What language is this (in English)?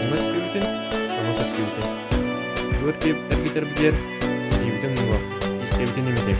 Yakut